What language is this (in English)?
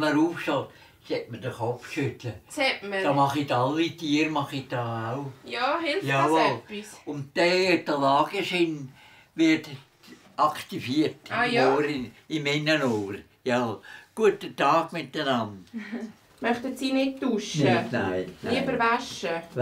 German